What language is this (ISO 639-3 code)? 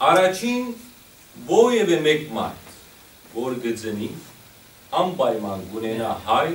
hyw